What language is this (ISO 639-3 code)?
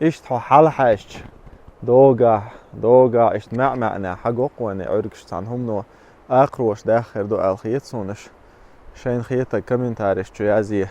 che